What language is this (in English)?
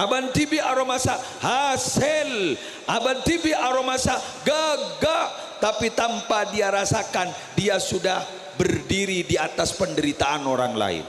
Madurese